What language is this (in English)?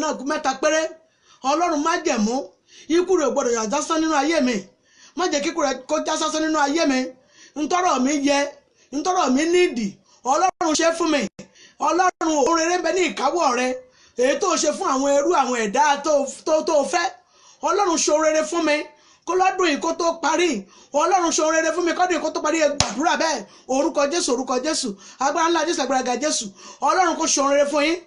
Yoruba